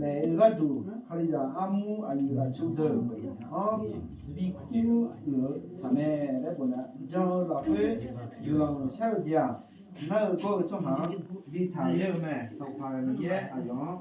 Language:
Akha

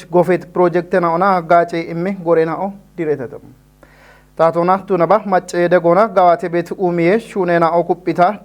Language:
Kafa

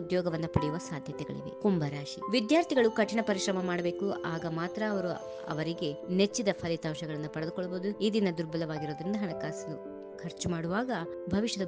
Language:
Kannada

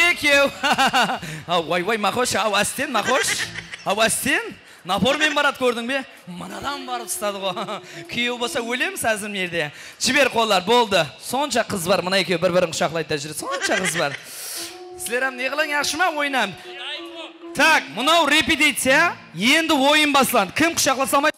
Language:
Kazakh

